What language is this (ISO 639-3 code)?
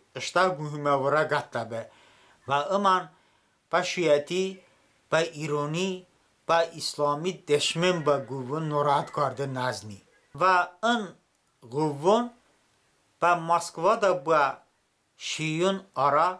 tly